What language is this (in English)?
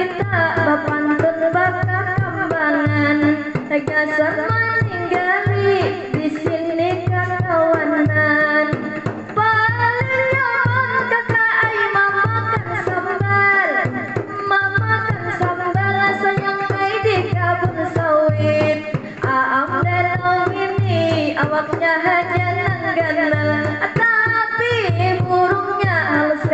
Banjar